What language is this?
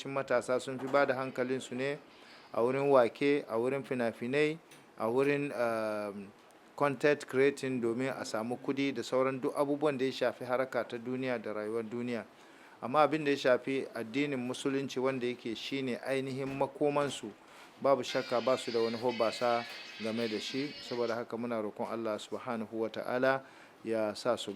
Hausa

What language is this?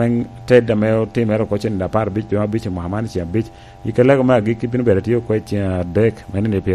Lango (Uganda)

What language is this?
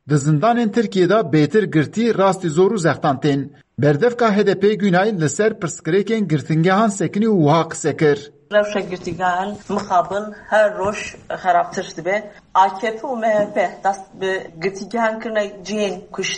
Kurdish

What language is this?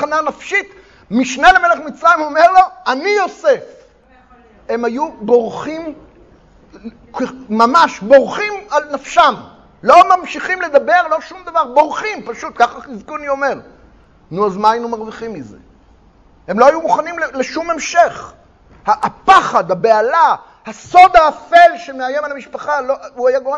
Hebrew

